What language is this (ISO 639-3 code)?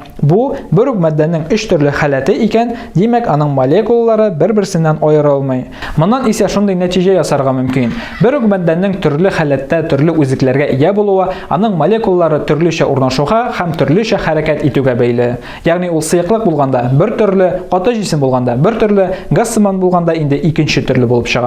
tat